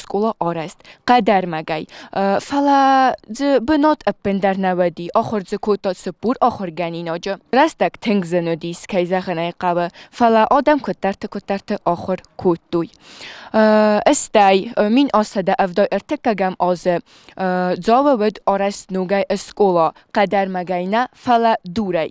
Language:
Ossetic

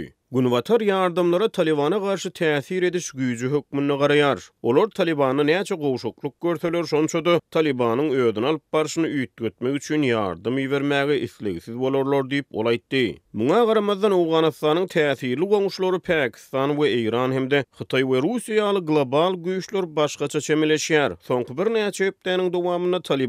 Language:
Turkmen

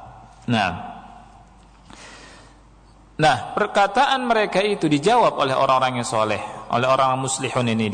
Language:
Indonesian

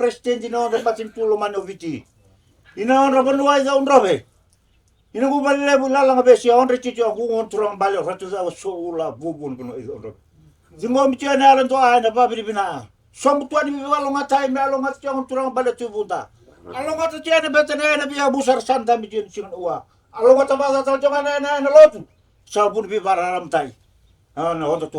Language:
Fijian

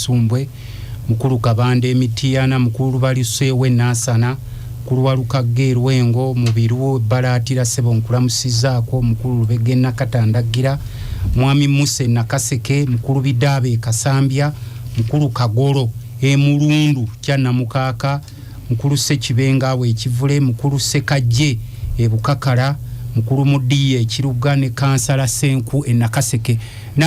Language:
Ganda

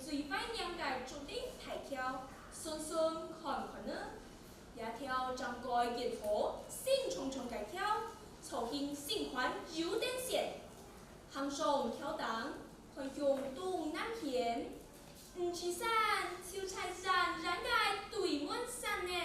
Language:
Hakka Chinese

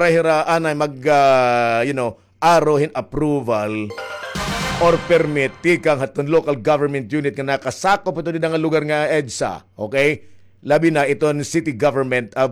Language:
Waray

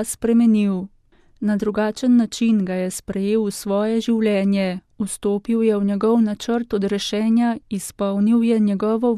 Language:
Slovenian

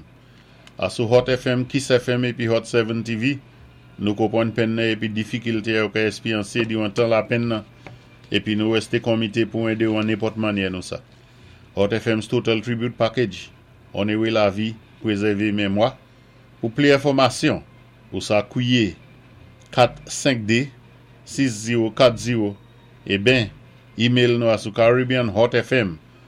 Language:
Saint Lucian Creole French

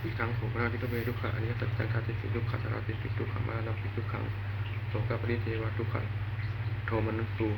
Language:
Pali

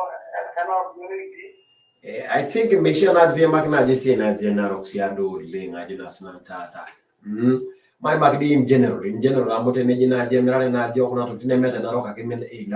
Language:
Masai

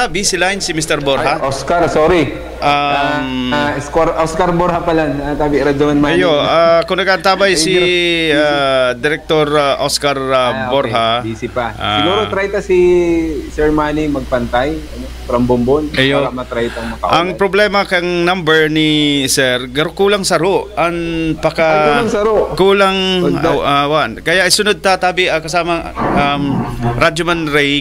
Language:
Bikol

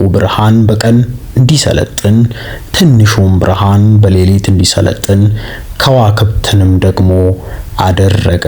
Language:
Amharic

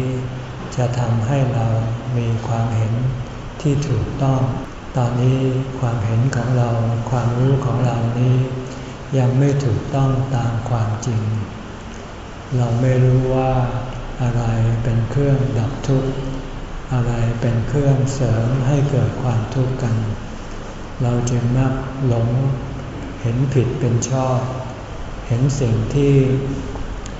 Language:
Thai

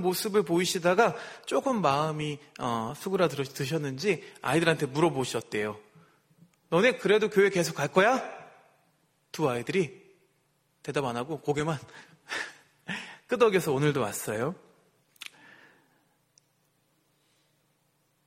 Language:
Korean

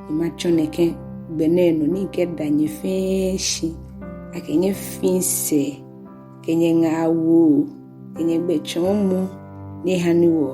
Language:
Ga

